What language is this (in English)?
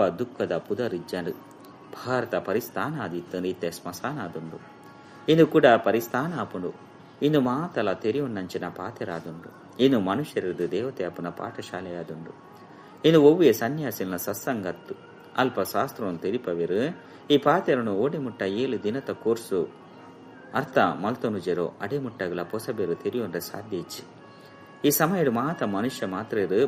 Tulu